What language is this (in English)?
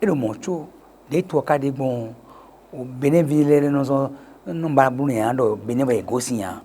Fon